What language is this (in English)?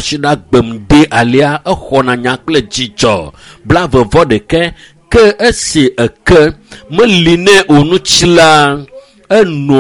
Ewe